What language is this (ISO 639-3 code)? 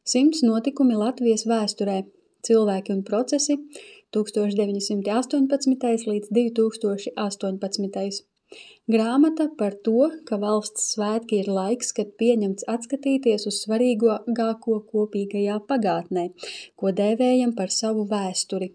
lav